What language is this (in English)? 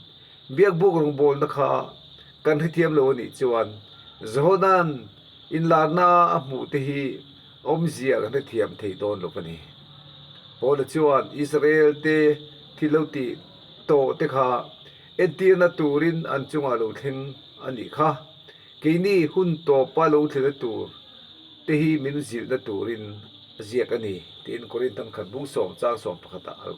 Mizo